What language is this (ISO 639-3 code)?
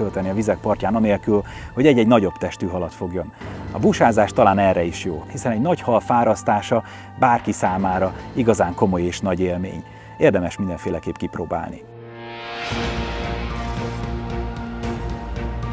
hun